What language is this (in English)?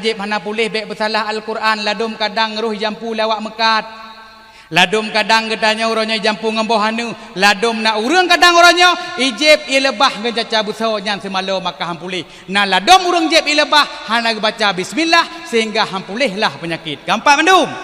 Achinese